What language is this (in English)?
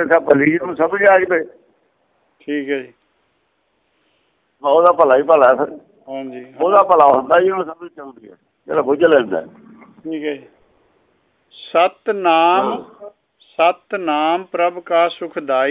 Punjabi